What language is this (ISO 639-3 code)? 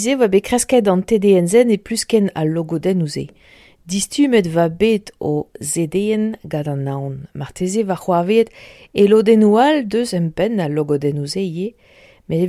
bre